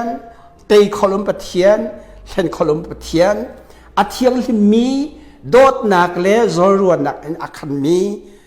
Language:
Hakha Chin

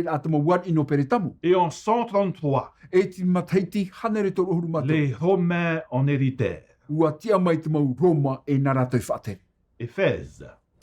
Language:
Tahitian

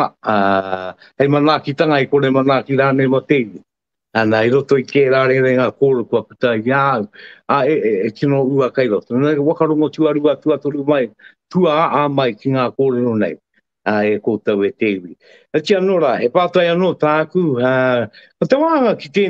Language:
Māori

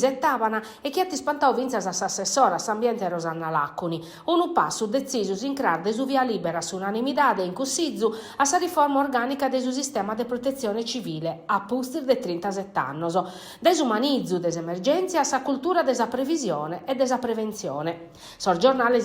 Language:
Sardinian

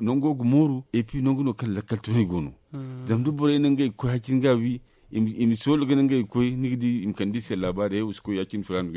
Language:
Zarma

